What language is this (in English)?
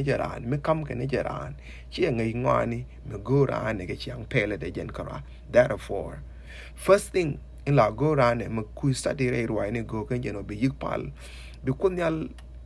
Nuer